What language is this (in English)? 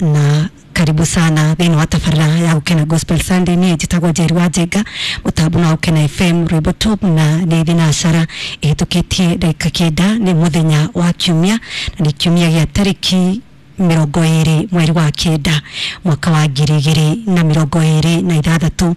Kikuyu